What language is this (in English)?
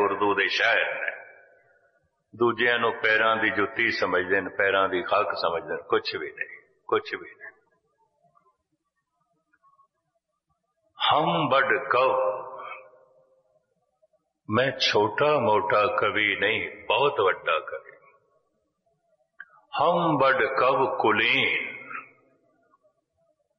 Punjabi